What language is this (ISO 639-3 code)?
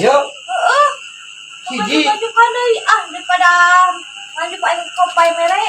sun